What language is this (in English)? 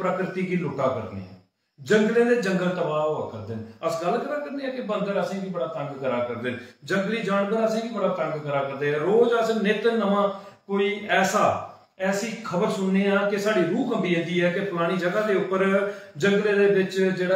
Dogri